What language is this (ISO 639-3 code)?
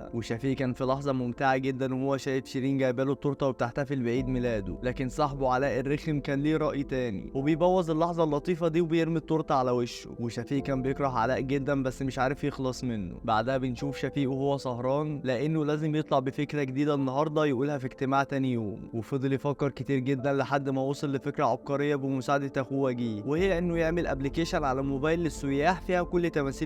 arz